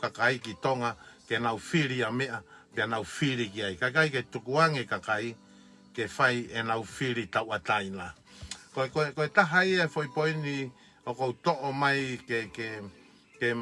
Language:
Tongan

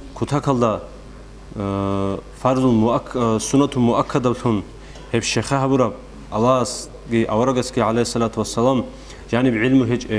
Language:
Avaric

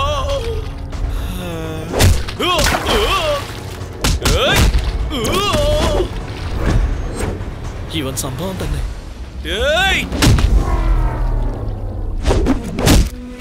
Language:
Malayalam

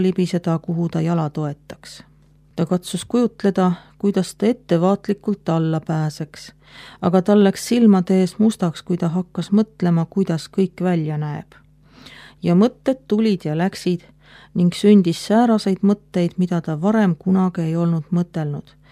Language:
Estonian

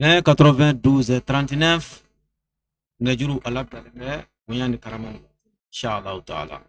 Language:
Bambara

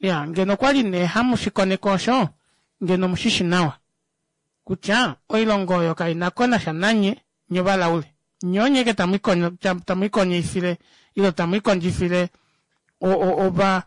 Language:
Kuanyama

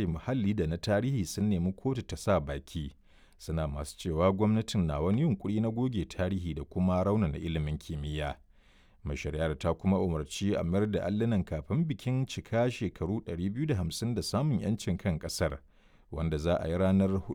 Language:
Hausa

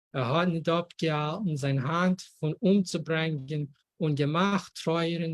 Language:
Yiddish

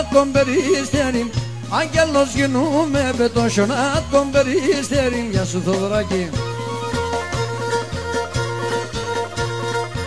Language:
Pontic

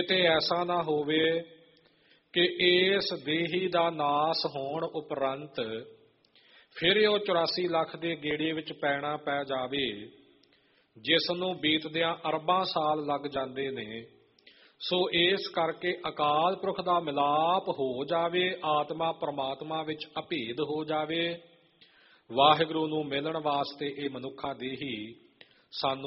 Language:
Punjabi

